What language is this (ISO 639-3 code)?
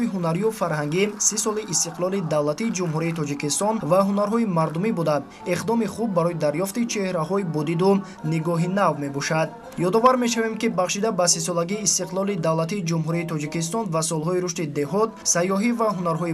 tgk